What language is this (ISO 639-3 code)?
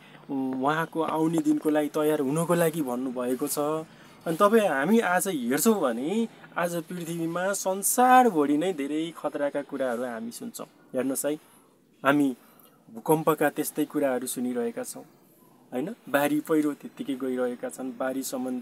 nep